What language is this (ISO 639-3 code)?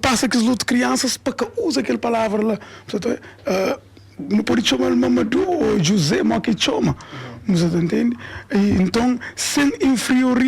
kea